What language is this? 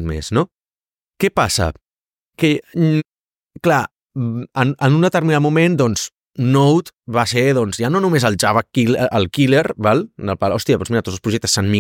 Catalan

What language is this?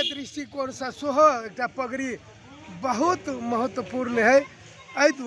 Magahi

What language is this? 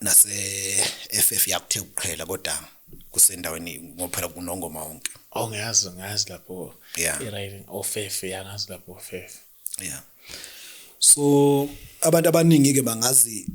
Zulu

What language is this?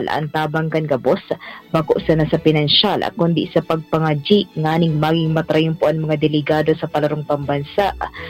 Bikol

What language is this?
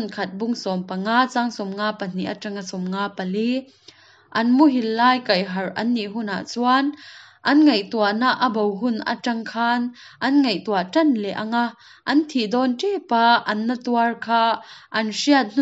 Hakha Chin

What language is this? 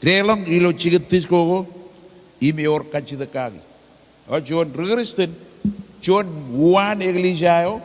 Marshallese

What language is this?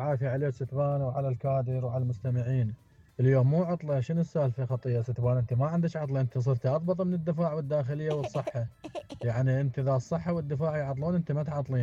Mesopotamian Arabic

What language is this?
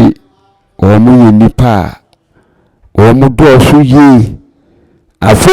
Akan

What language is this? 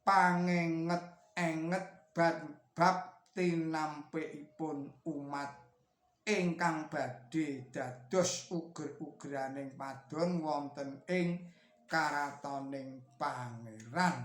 Javanese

